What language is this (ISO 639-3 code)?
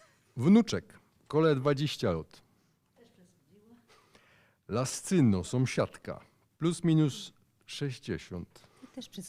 szl